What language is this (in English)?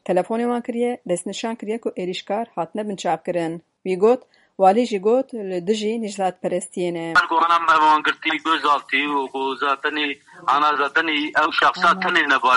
Kurdish